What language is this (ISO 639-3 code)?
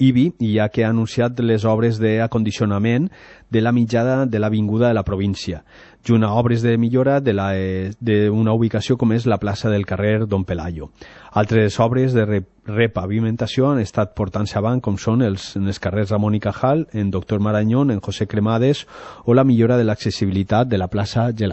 cat